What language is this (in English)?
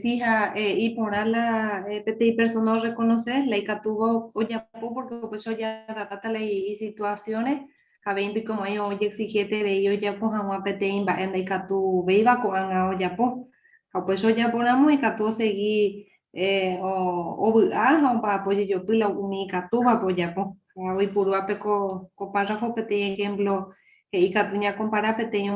Guarani